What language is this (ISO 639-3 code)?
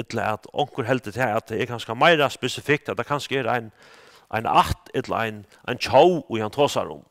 fao